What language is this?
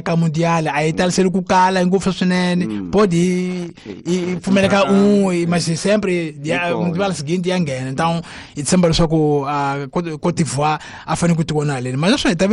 Tsonga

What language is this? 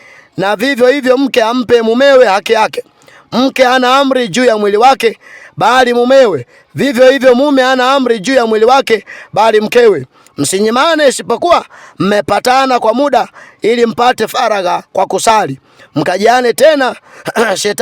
Swahili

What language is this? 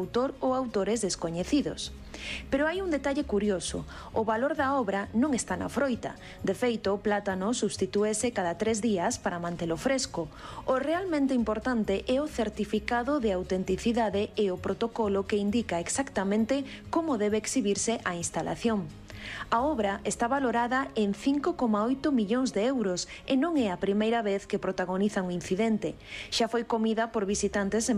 Galician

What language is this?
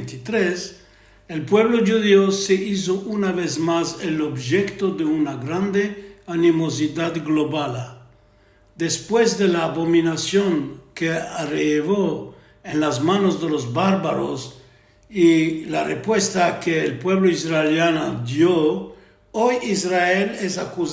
Ladino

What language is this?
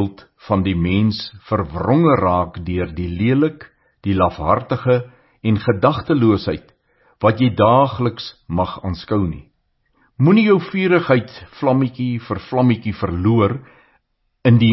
Afrikaans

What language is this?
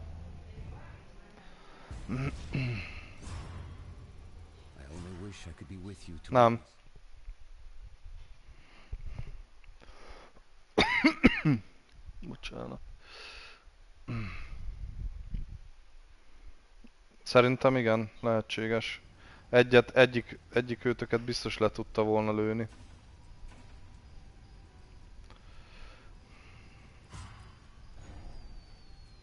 Hungarian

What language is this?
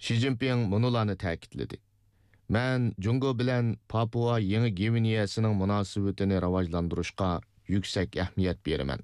Uyghur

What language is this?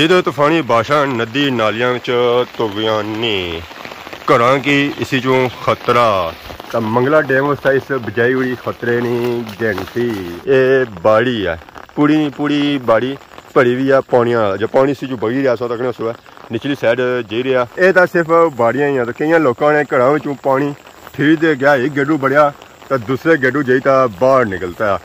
Pahari-Potwari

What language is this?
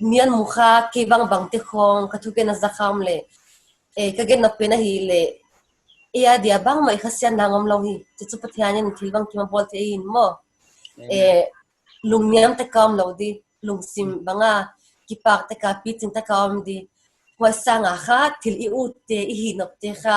Paite Chin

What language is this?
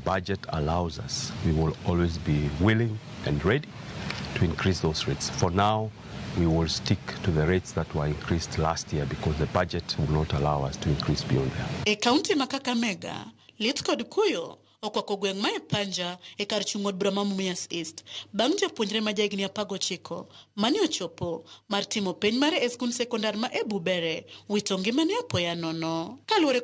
Luo (Kenya and Tanzania)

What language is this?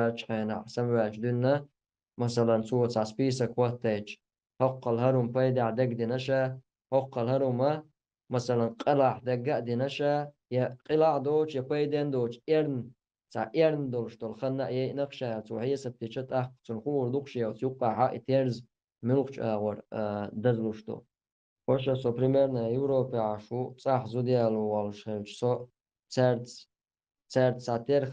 Chechen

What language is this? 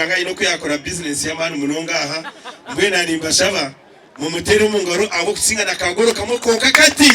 Nyankole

